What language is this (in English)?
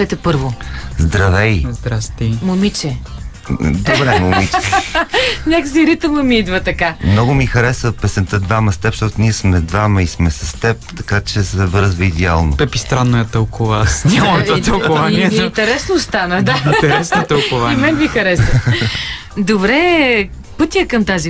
Bulgarian